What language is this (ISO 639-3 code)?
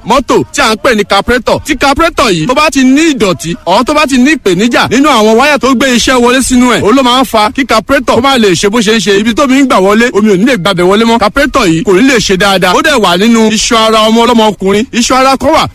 yor